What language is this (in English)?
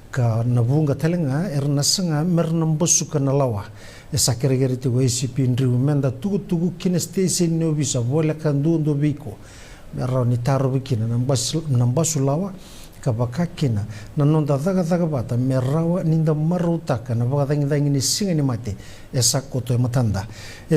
Fijian